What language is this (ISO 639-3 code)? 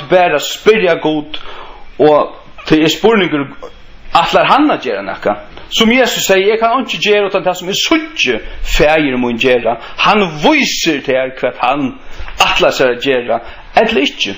fao